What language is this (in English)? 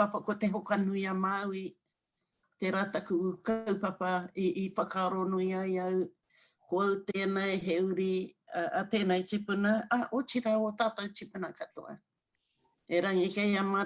Māori